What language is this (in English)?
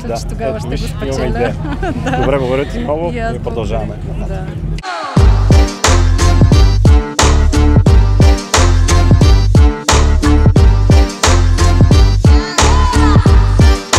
Bulgarian